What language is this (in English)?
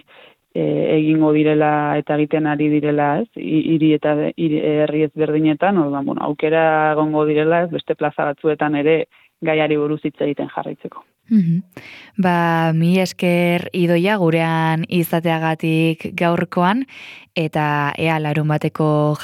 Basque